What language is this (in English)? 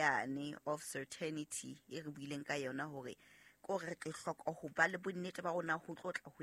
Southern Sotho